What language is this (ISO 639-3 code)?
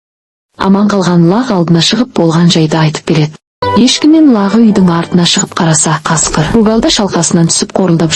kaz